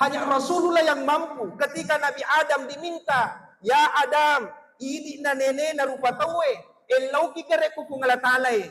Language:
Buginese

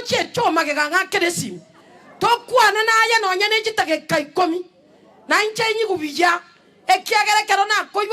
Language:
Gusii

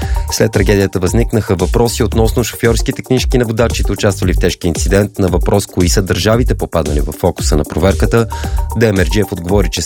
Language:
Bulgarian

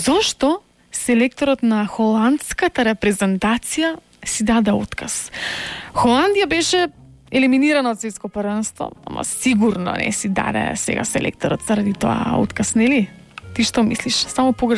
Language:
Macedonian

